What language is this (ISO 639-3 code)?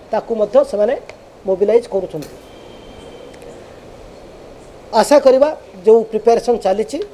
ori